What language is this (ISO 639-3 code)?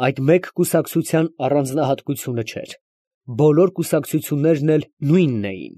hye